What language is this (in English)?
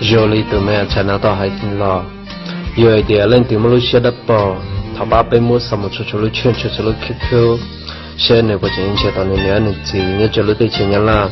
Hmong